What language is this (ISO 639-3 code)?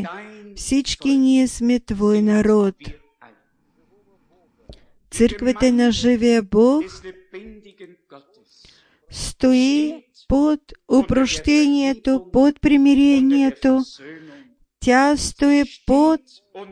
bul